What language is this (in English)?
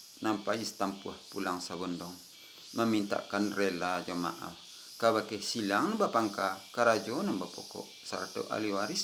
Minangkabau